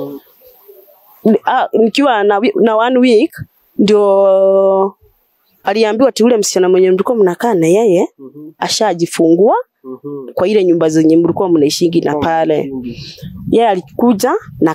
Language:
Swahili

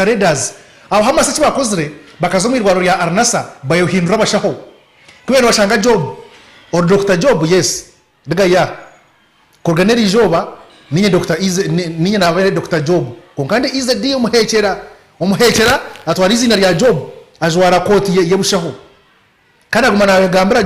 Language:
Nyankole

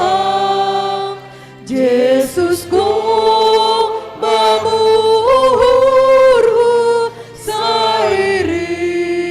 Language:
Batak Simalungun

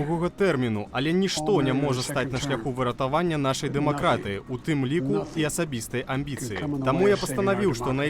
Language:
Belarusian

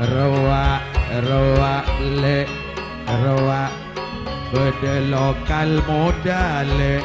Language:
Madurese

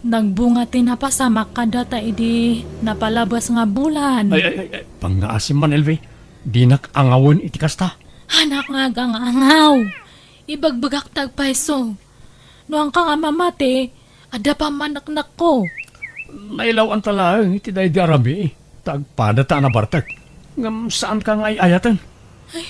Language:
Iloko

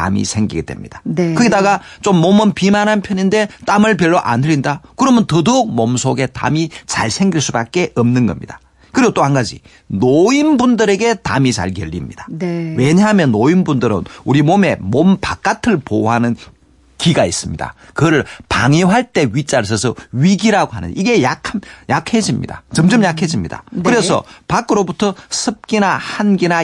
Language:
Korean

